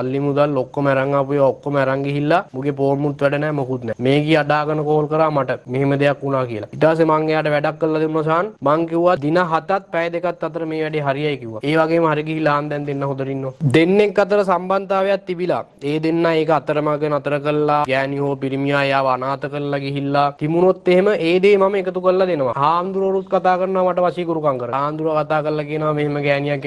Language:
Sinhala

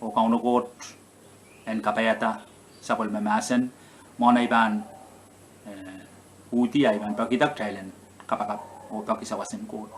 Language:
Pohnpeian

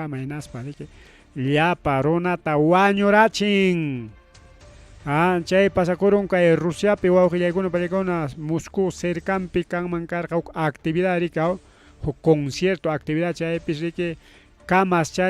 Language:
Ayacucho Quechua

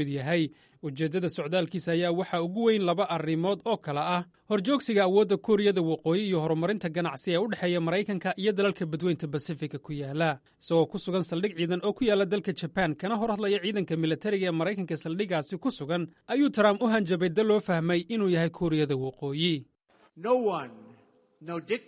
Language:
Somali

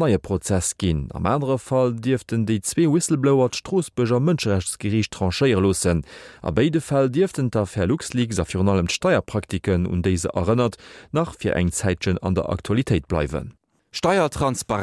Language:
Luxembourgish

